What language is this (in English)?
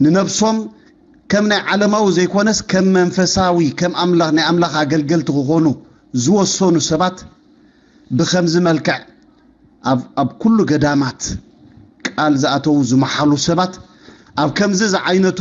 Tigrinya